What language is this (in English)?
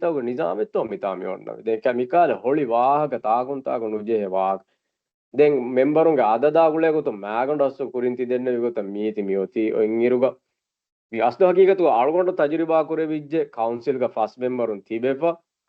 Divehi